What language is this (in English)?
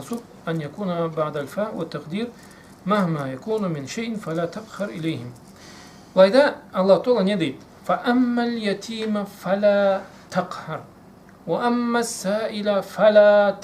Karachay-Balkar